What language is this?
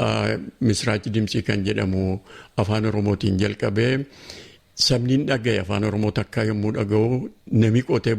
Oromo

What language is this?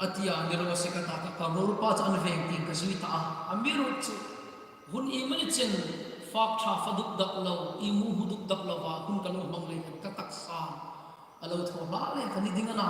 Hmar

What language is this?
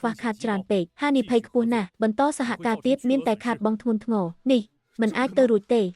Khmer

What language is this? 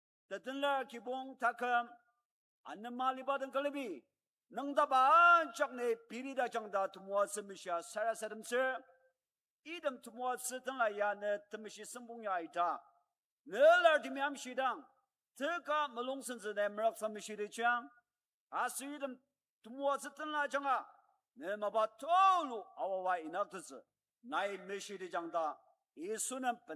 Ao Naga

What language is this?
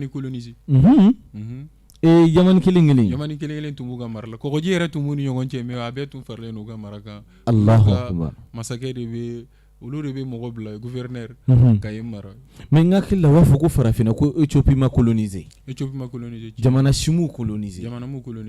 Bambara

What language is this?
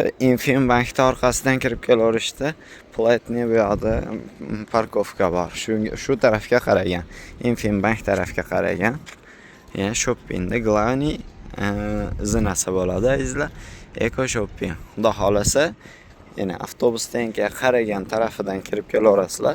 Uzbek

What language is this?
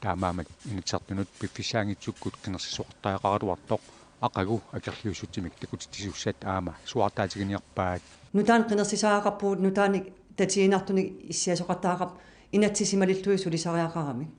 Kalaallisut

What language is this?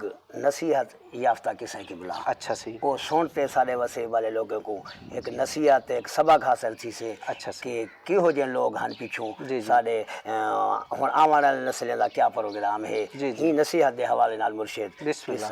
Saraiki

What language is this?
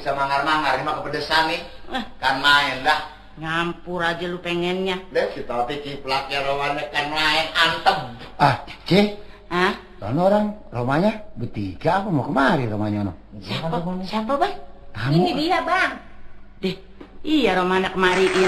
Betawi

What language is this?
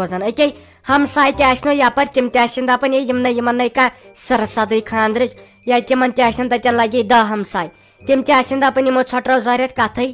Kashmiri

